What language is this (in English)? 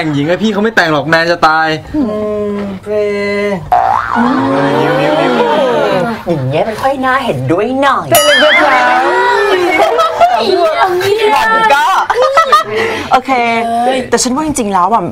Thai